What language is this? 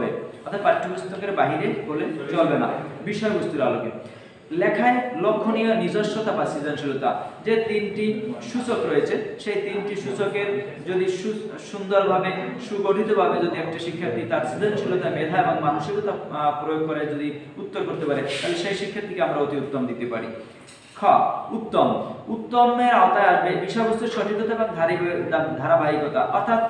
Bangla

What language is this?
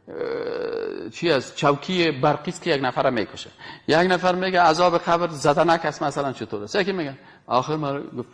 Persian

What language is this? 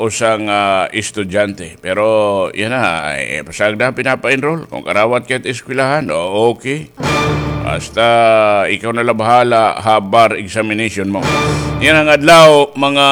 Waray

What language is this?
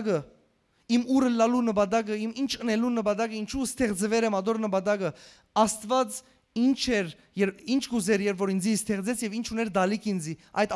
Western Armenian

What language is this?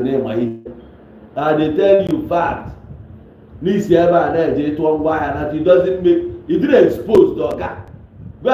Igbo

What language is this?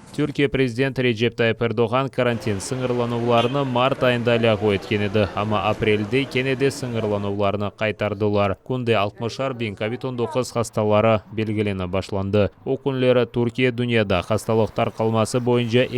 Crimean Tatar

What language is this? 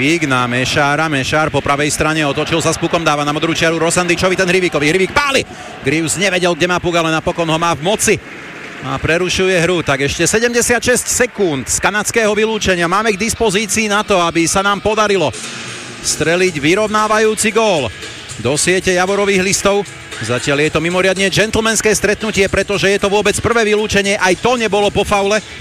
Slovak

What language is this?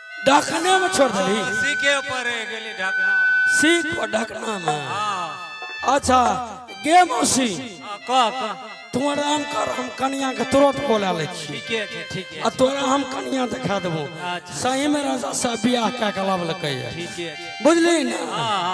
Maithili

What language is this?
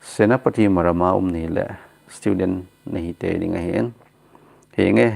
Thado Chin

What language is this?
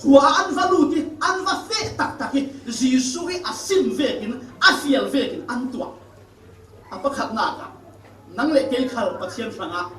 Falam Chin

